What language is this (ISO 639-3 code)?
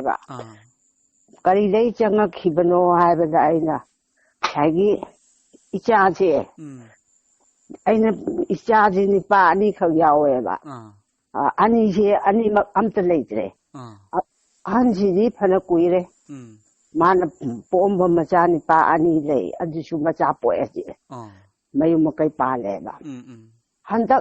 mni